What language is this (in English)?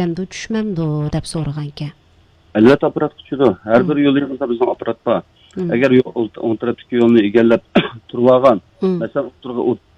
Uyghur